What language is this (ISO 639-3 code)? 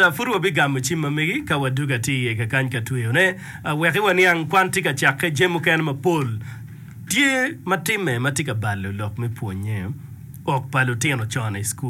ach